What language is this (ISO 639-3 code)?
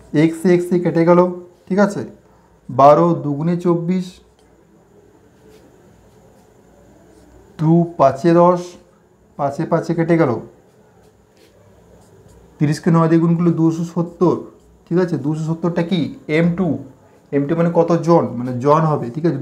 ben